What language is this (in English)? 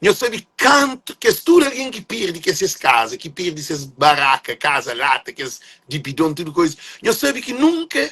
Kabuverdianu